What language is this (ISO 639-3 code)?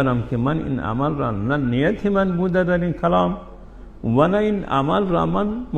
fas